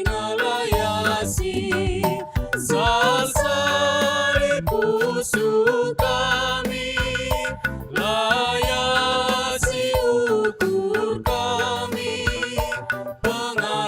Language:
Batak Karo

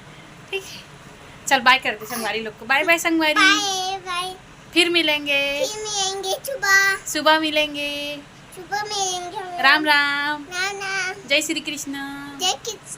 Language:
Chhattisgarhi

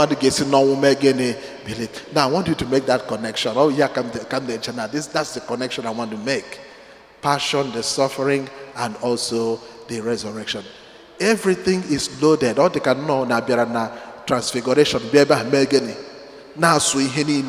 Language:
Igbo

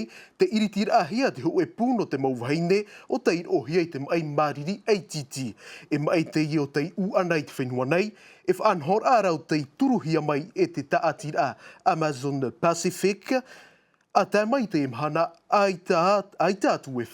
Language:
Tahitian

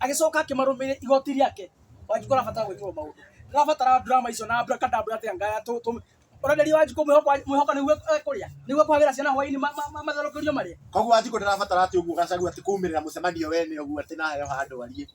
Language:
Kikuyu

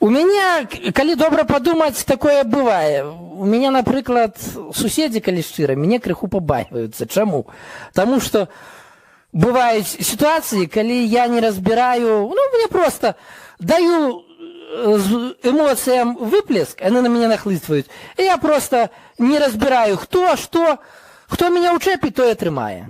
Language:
Belarusian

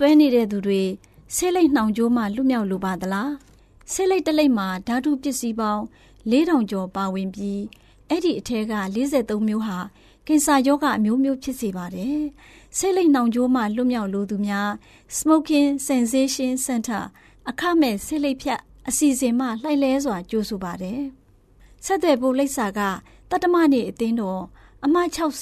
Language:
Burmese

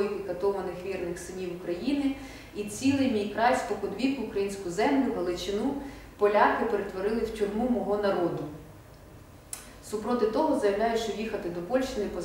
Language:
Ukrainian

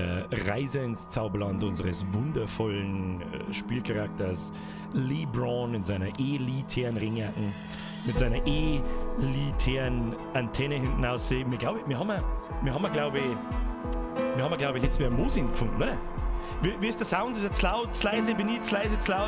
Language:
Bavarian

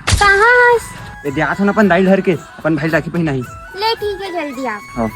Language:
Chhattisgarhi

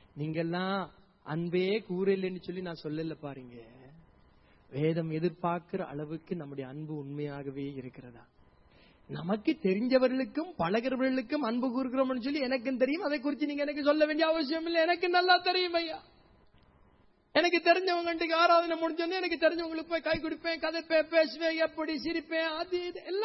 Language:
Tamil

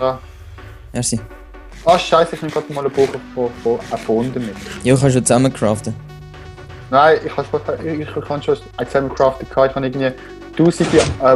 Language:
Swiss German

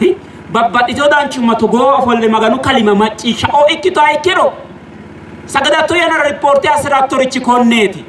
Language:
Sidamo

